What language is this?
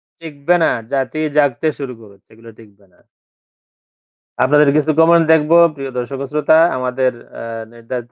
Bangla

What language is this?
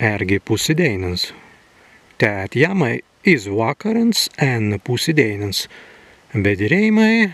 Prussian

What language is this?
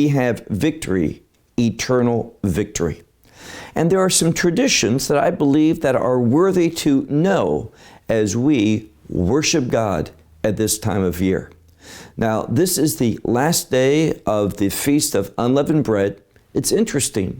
English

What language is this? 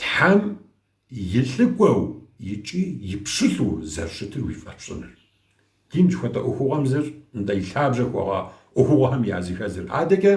Kabardian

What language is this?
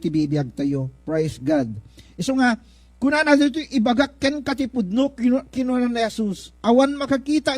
Iloko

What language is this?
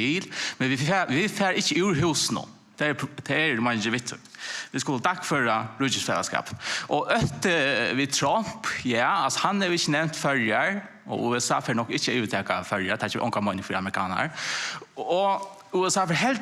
Faroese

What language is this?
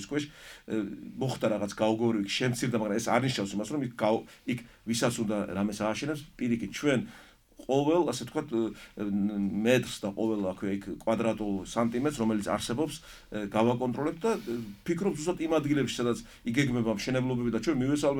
Georgian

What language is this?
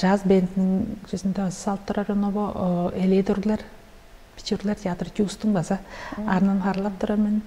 Tuvinian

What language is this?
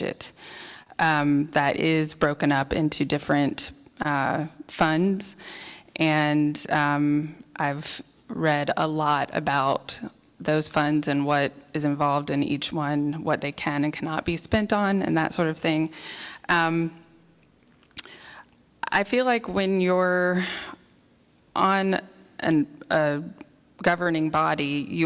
English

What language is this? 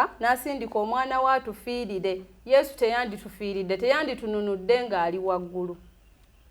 Ganda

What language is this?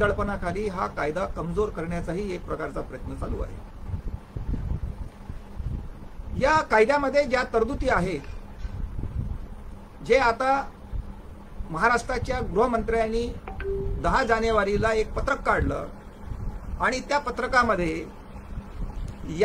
Marathi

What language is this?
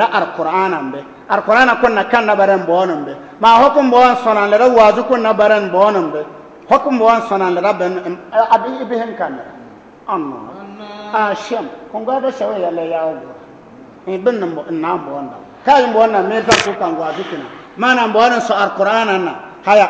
Bissa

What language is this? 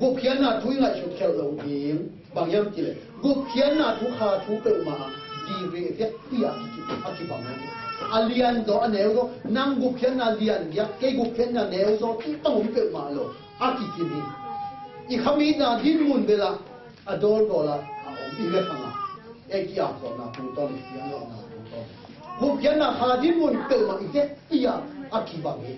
Tedim Chin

